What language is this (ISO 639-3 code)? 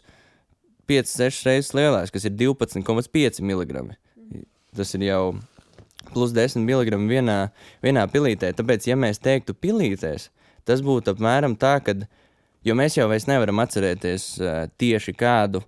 lav